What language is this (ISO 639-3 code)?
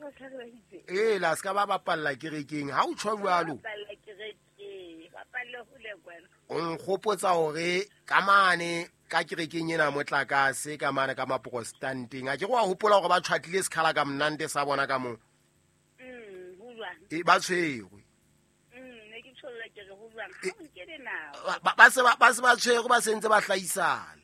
sot